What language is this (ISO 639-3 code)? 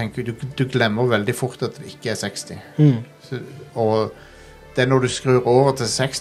nor